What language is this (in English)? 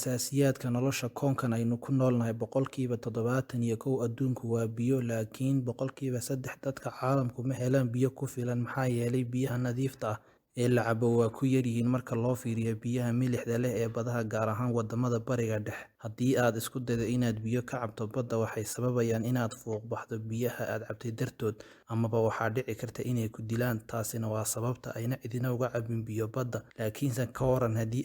Somali